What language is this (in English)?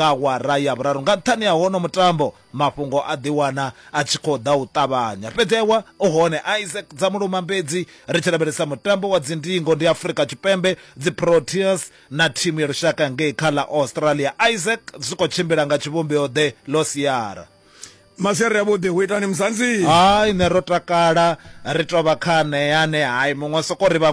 Venda